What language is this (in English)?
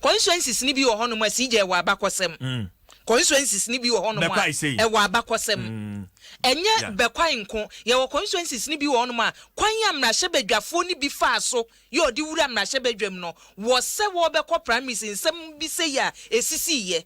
Akan